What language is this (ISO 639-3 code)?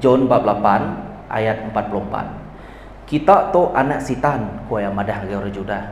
iba